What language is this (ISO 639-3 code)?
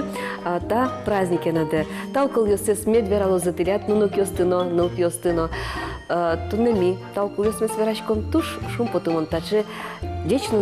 udm